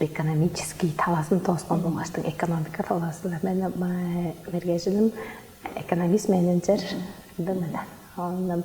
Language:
Tuvinian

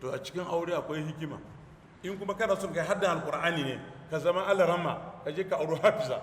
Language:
Hausa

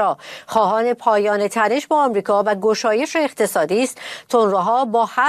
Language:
Persian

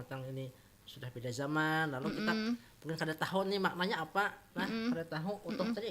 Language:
Banjar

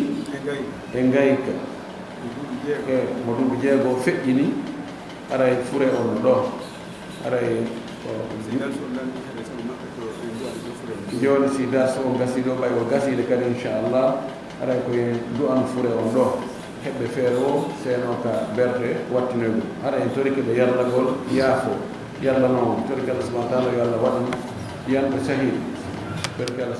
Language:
Pular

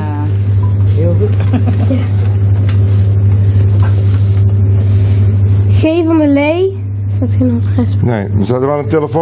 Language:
Dutch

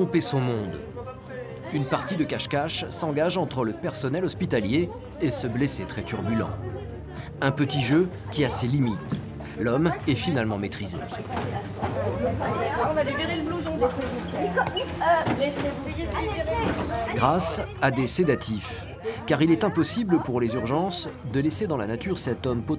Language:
French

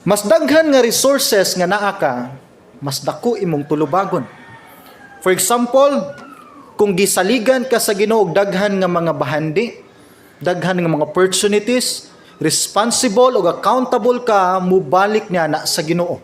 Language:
Cebuano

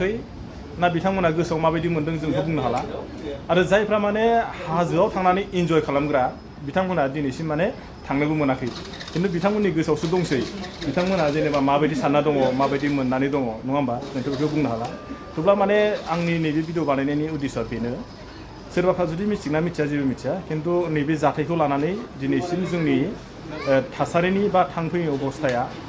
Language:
Bodo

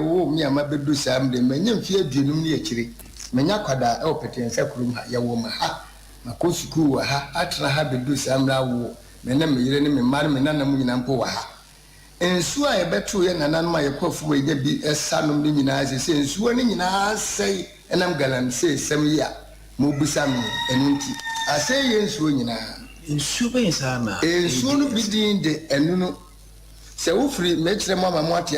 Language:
Akan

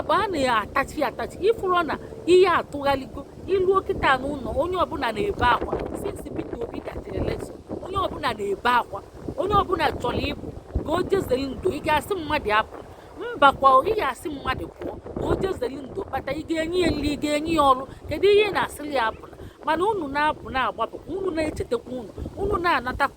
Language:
Igbo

